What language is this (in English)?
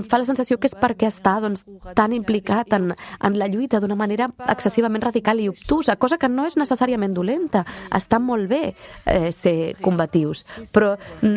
Catalan